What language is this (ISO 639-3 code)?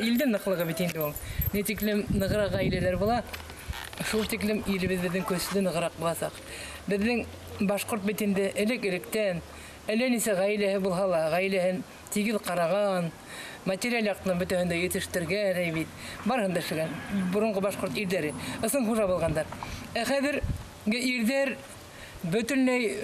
bak